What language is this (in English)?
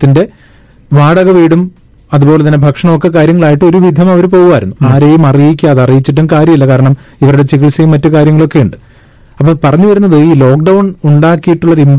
Malayalam